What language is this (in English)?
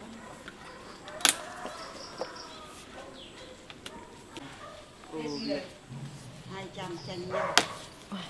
Vietnamese